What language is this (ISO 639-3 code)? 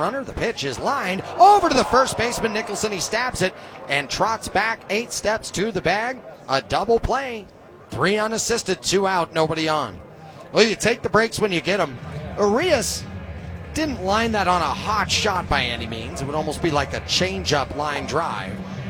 eng